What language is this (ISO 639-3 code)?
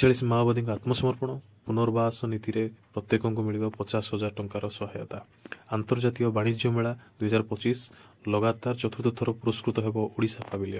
ori